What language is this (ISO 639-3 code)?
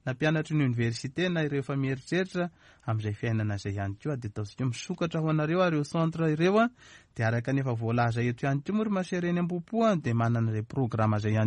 mlg